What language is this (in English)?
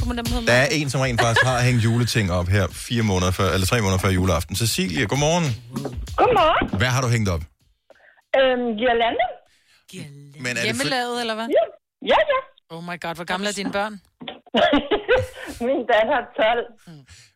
Danish